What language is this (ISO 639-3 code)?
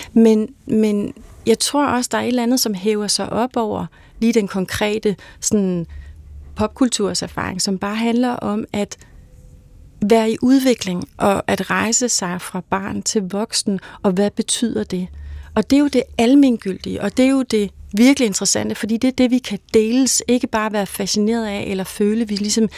dan